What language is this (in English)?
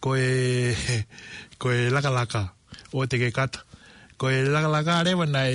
Tongan